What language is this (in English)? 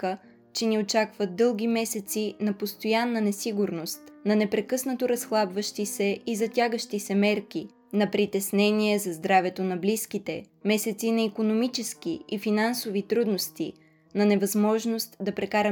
Bulgarian